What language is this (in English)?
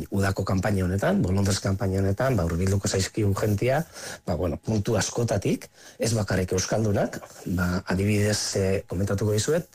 Basque